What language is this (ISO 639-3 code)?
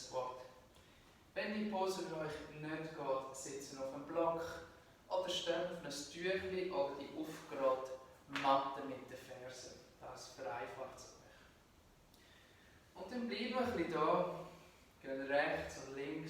gsw